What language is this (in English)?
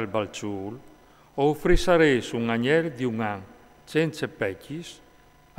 Friulian